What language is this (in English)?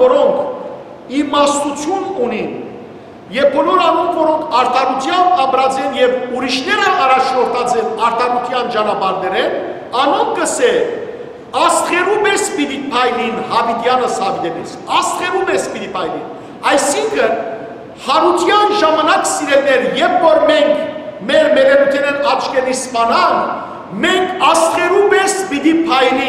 Western Armenian